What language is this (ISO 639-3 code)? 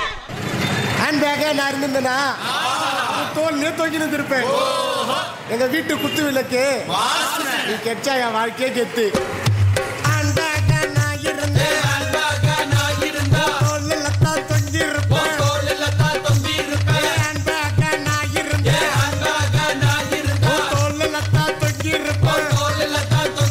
tam